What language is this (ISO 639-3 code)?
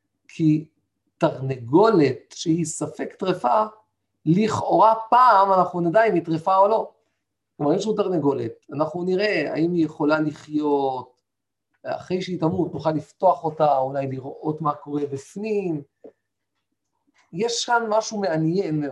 heb